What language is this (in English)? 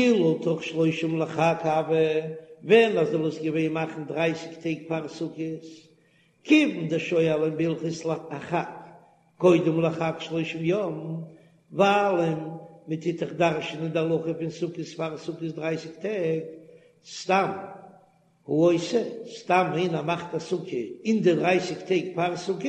Yiddish